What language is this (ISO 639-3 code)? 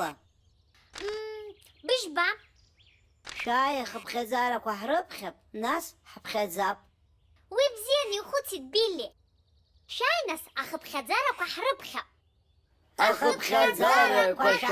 abk